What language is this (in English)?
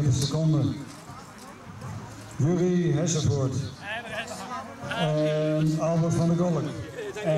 Dutch